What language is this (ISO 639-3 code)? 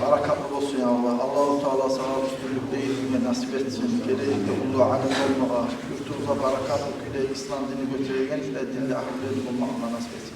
kum